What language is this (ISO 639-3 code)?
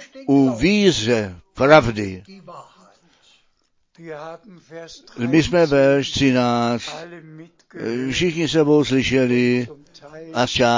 ces